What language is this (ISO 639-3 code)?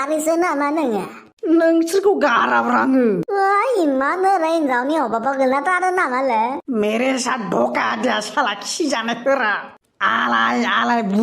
brx